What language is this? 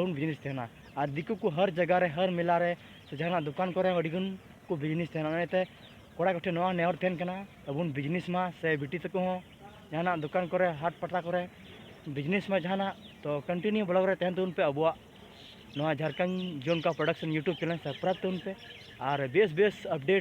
Santali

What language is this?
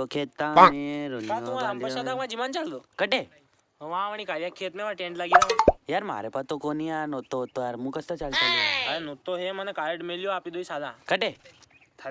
Rajasthani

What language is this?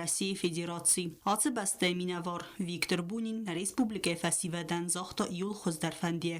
Ossetic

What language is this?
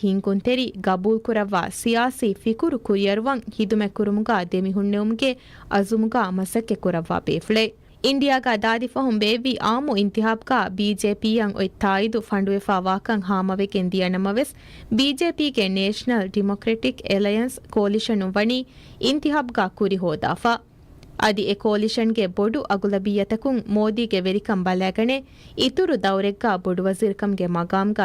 Divehi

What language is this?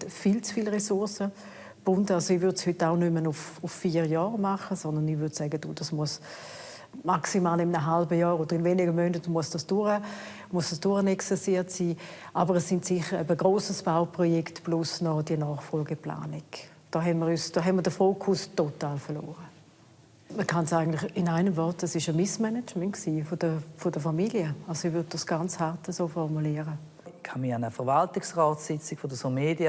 Romansh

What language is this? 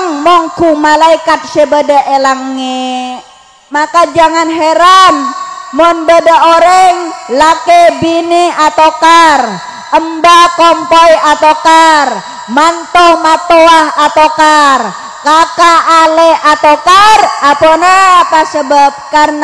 Madurese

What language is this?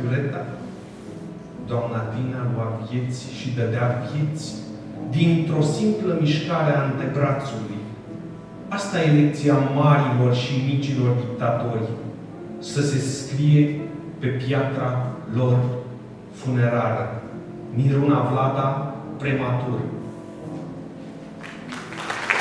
Romanian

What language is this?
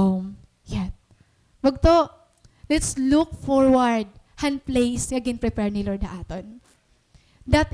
Waray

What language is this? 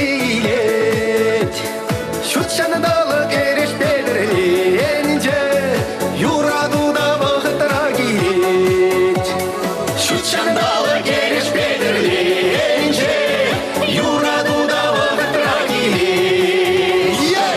Chuvash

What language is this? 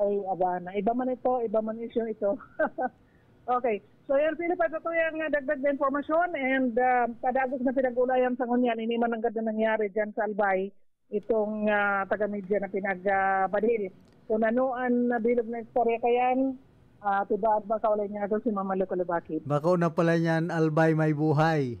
Bikol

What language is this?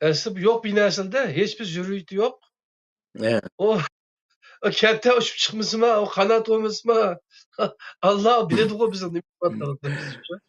Uyghur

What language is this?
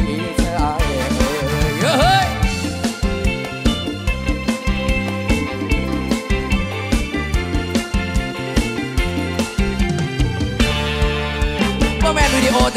Thai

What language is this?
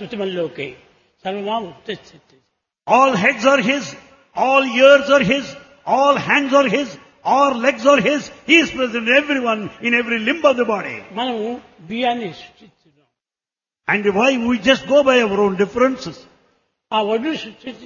Telugu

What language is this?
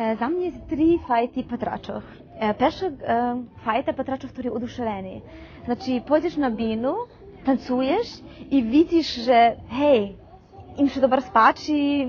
Rusyn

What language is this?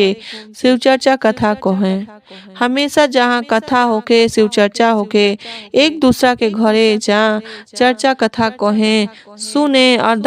Bhojpuri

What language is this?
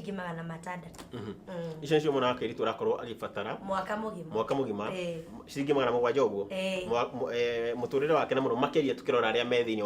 Kikuyu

